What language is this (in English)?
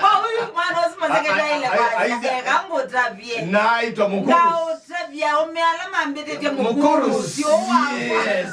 Kamba